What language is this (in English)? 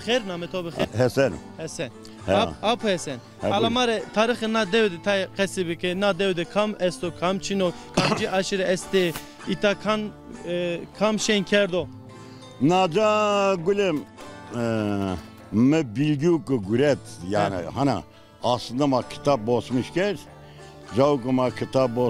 Zaza